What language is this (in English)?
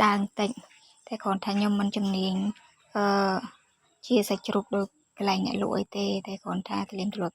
Khmer